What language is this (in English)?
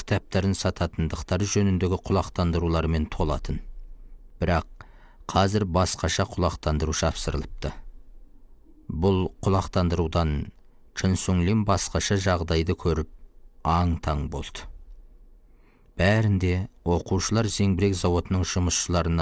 Kazakh